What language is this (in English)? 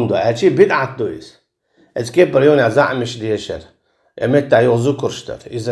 Chechen